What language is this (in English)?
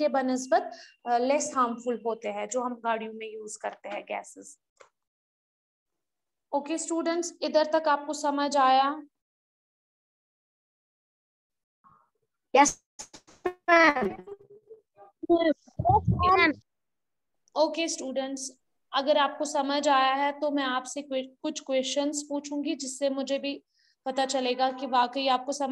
Hindi